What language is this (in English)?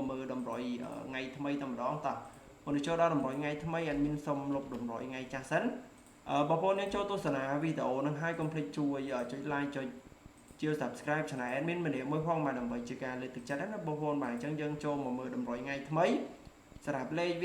Khmer